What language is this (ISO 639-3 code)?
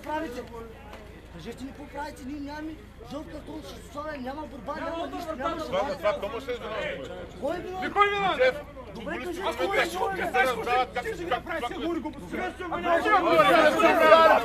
bul